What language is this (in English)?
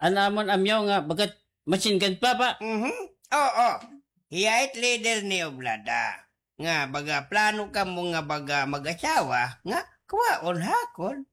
Waray